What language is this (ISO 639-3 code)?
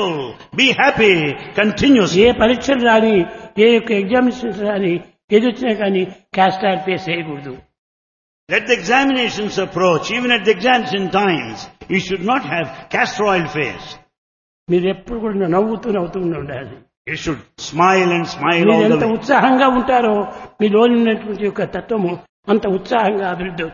tel